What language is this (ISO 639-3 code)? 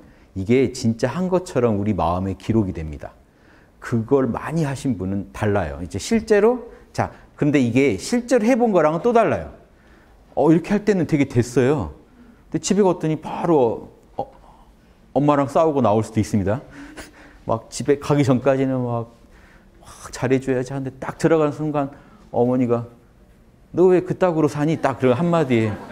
kor